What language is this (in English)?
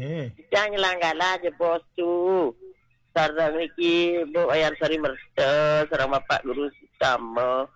Balinese